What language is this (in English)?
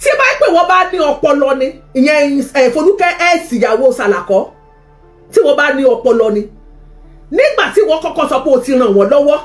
Yoruba